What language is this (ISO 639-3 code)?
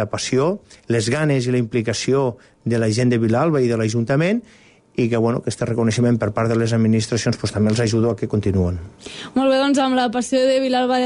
cat